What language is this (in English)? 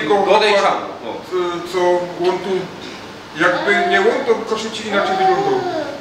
Silesian